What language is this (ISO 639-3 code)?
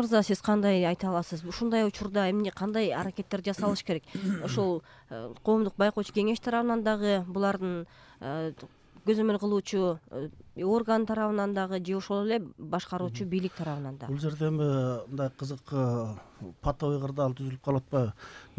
kir